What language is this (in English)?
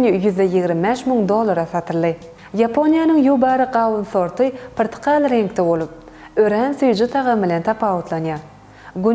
Turkmen